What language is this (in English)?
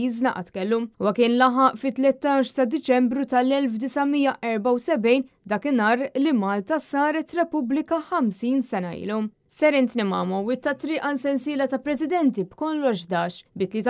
Maltese